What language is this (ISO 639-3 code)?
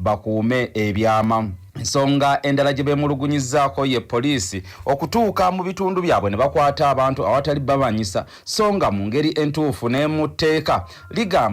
lug